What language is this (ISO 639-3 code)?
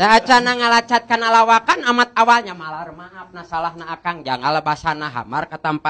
sun